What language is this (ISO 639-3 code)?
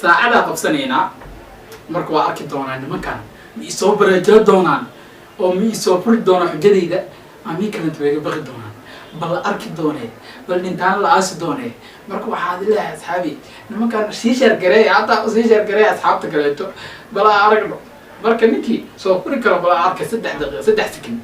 som